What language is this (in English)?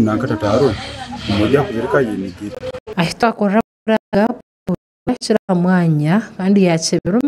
Nyankole